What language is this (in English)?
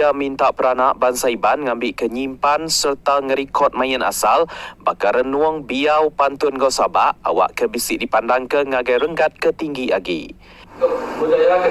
Iban